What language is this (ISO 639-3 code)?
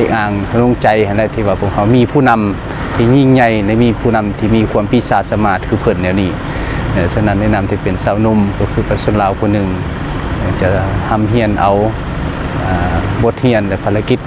lao